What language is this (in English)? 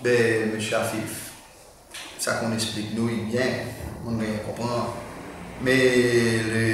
Seselwa Creole French